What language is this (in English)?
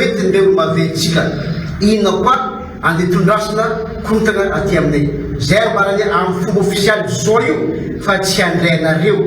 Malagasy